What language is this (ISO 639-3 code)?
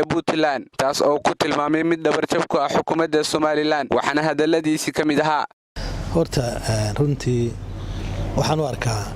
som